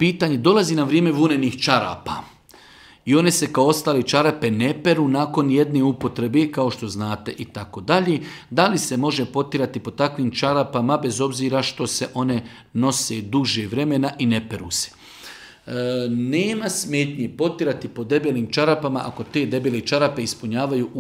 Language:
Bosnian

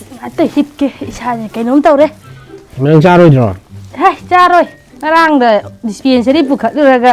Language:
Manipuri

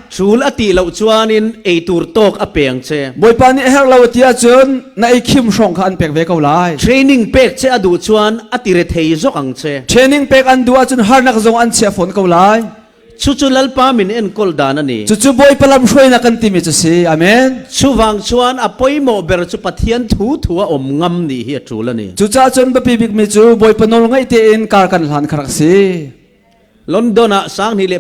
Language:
Falam Chin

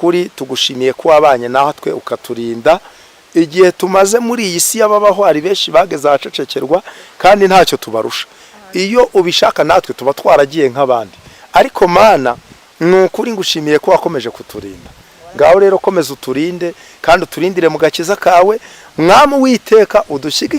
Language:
Kinyarwanda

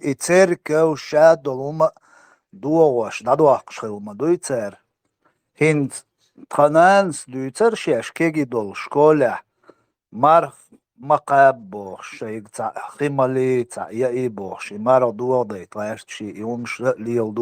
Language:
Chechen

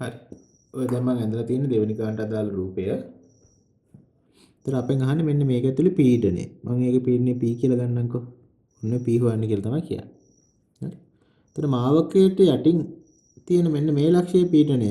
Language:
Sinhala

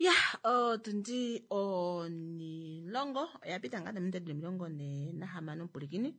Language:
Kuanyama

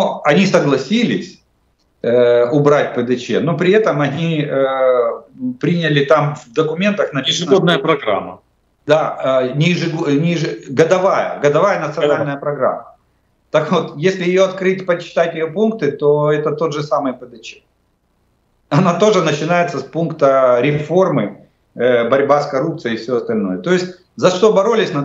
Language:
Russian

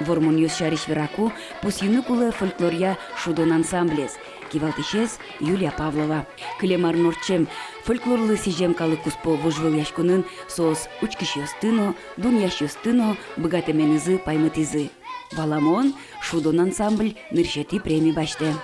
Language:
Udmurt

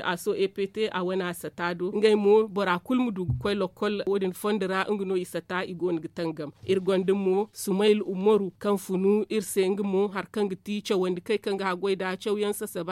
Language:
Zarma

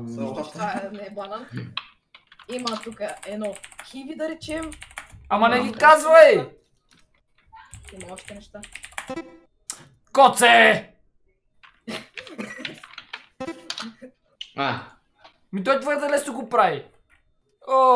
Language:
Bulgarian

